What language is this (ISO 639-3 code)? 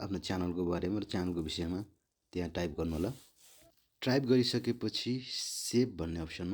nep